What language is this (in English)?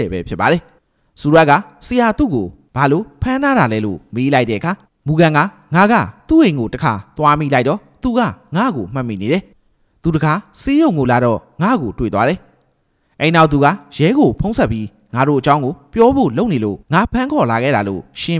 Burmese